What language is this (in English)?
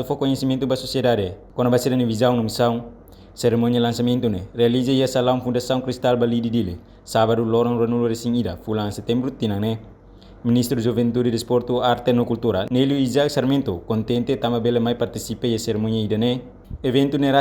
Tetum